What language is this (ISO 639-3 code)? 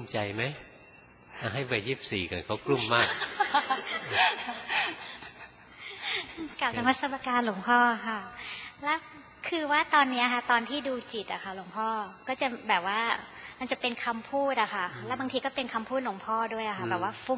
tha